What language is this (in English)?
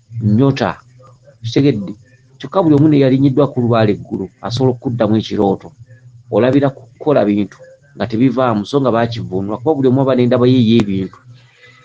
Ganda